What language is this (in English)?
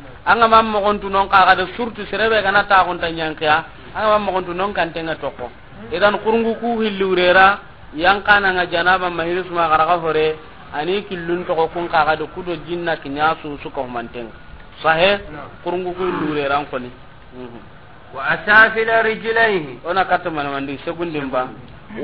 Soninke